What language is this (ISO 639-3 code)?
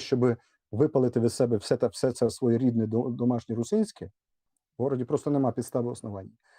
rue